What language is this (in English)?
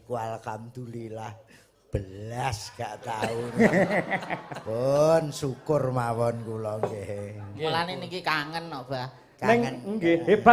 Javanese